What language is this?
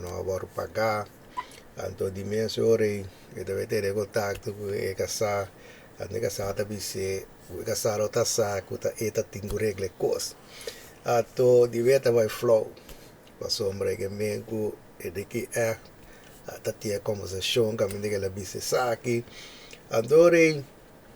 Papiamento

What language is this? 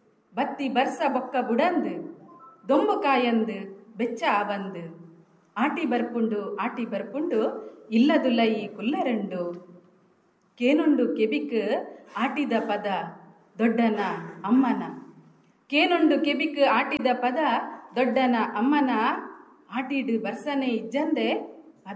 Tulu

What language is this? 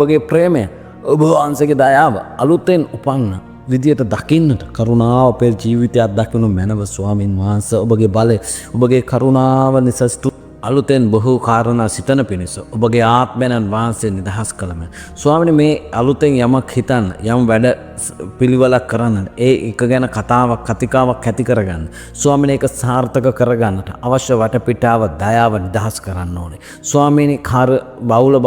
Sinhala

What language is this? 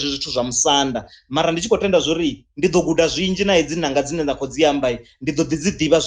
Venda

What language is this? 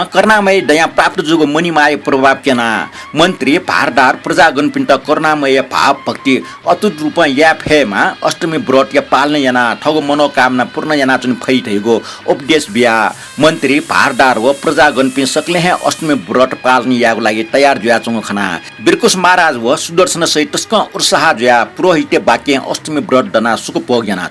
Newari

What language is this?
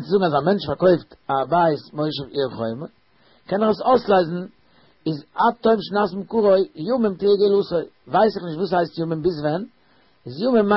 Yiddish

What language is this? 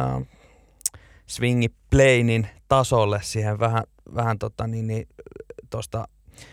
Finnish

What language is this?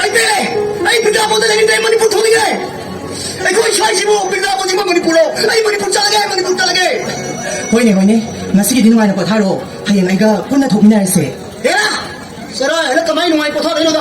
Manipuri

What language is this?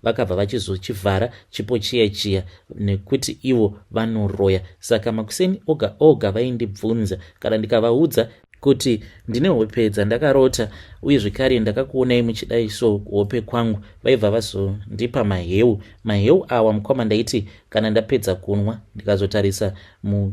Shona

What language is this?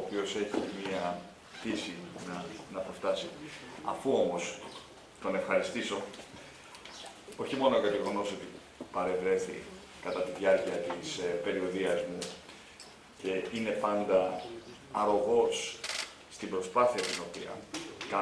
Greek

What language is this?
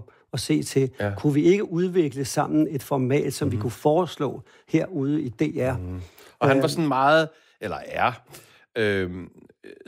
Danish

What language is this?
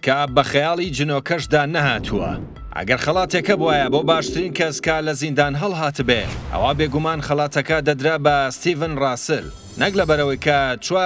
Central Kurdish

